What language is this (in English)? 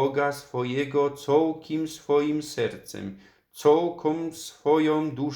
Silesian